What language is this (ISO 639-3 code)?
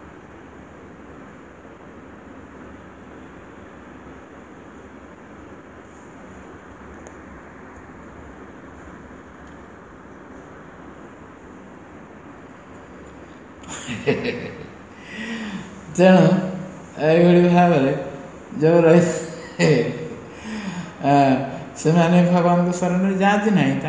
ori